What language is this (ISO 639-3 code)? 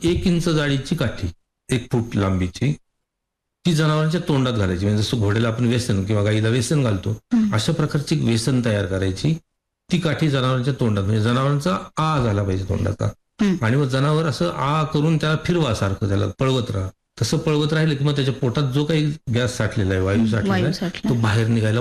mar